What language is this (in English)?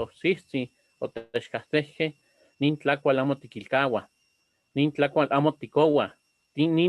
Eastern Huasteca Nahuatl